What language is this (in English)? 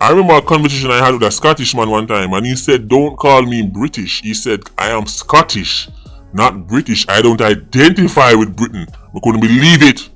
Jamaican Creole English